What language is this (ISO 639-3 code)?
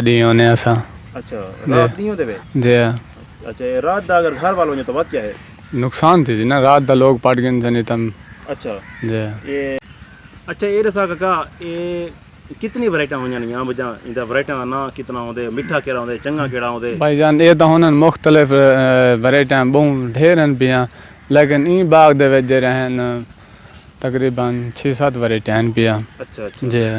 skr